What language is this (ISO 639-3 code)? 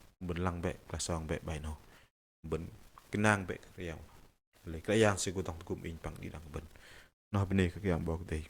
bdq